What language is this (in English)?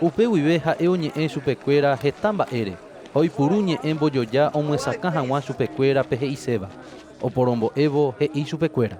Guarani